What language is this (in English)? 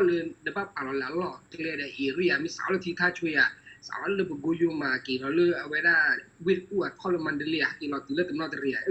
S'gaw Karen